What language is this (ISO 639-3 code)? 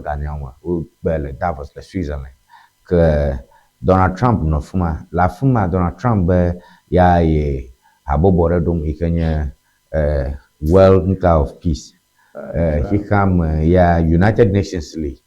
ewe